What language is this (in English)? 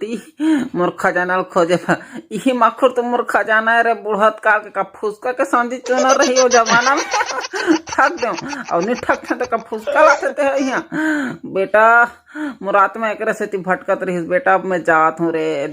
Chhattisgarhi